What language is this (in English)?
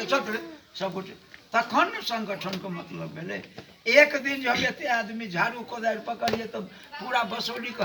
Maithili